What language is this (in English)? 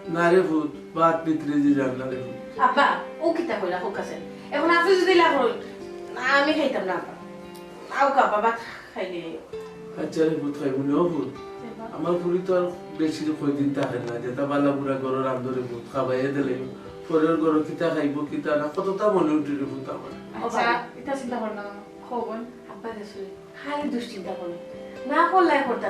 Sylheti